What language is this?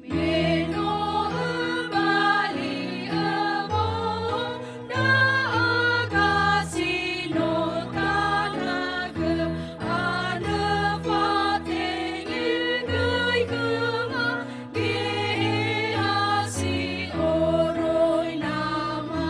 Nias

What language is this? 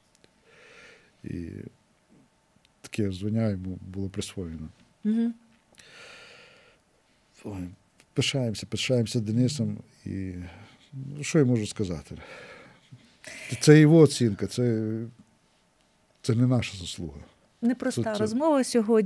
Ukrainian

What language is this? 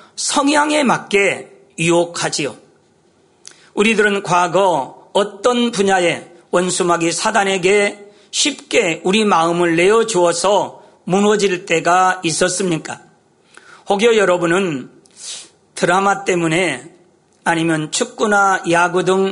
Korean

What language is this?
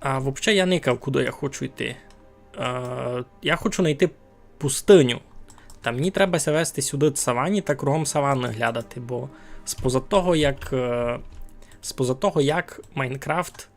Rusyn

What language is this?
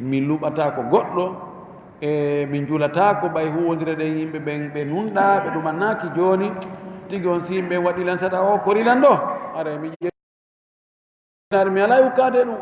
Fula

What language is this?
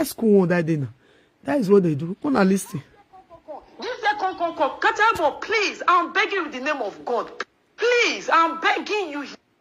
Nigerian Pidgin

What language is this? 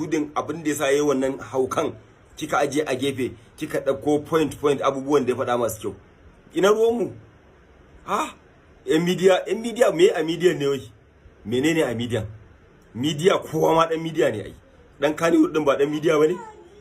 Hausa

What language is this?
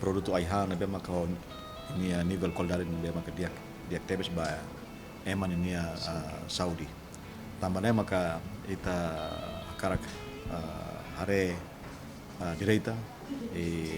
Tetum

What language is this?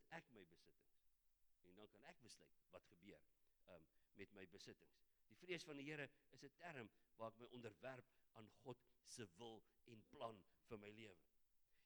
Afrikaans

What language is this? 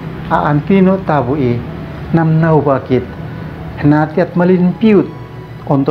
Uab Meto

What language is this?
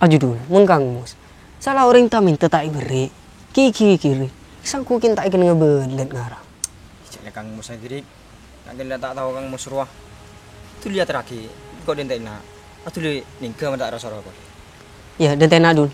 Madurese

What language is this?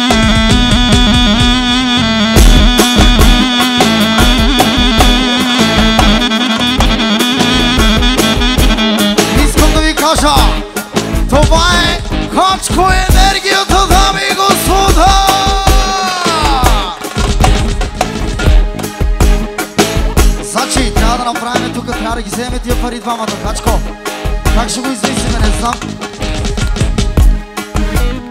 Bulgarian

